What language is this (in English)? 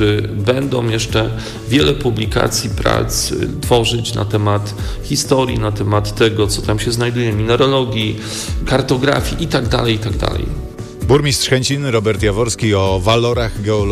Polish